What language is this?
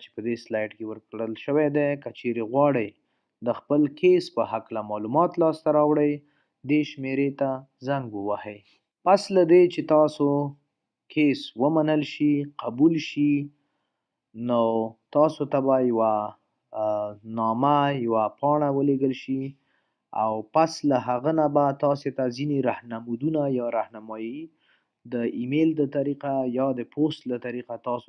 Pashto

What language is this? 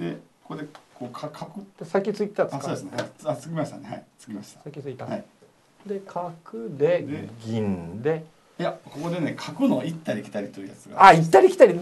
Japanese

